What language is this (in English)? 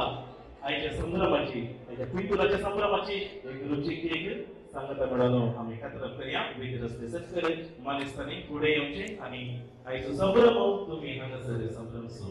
Konkani